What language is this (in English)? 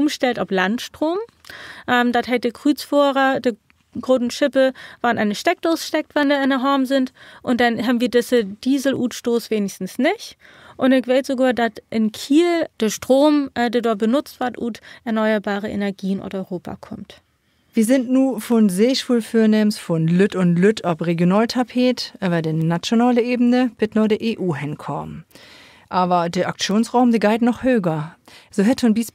Low German